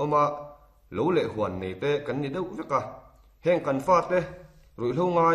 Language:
Mizo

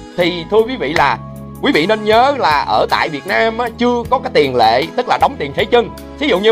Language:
Vietnamese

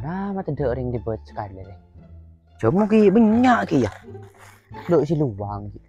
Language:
Madurese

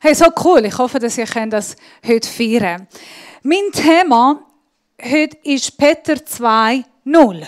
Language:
Swiss German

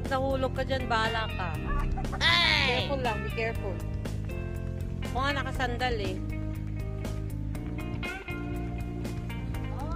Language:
Filipino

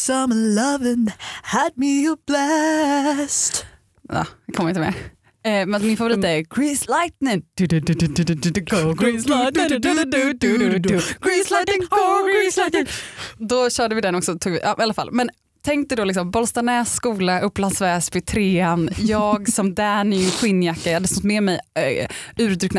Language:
Swedish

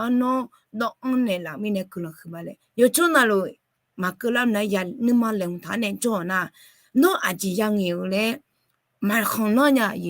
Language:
Akha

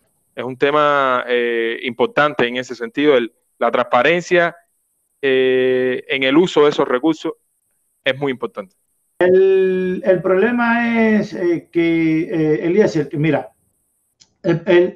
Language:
Spanish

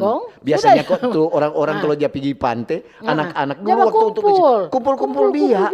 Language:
Manado Malay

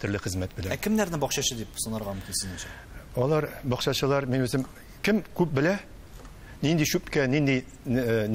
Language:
Tatar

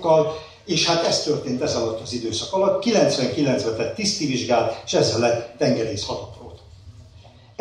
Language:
Hungarian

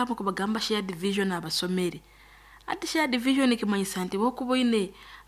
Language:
Nyankole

